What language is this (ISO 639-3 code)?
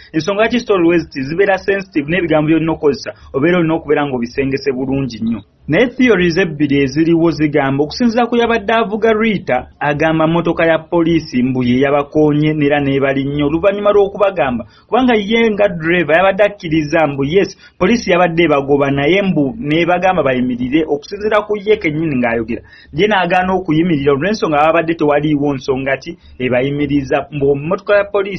lug